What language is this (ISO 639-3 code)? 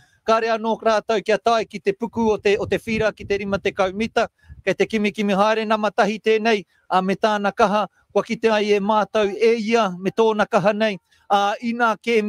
mri